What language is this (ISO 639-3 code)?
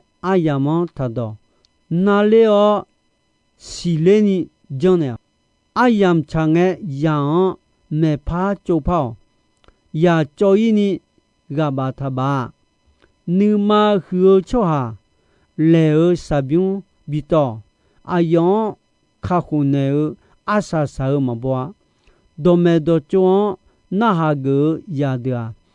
ahk